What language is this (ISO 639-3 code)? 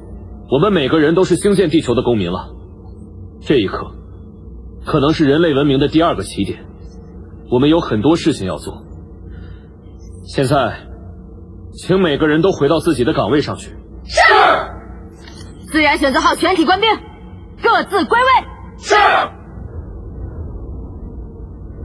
zho